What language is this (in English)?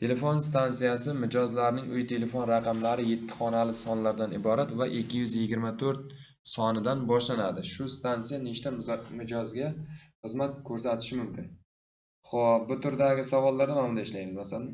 Uzbek